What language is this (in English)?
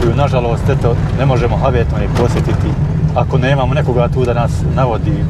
Bosnian